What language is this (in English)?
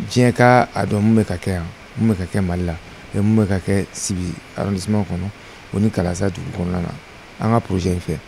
Bambara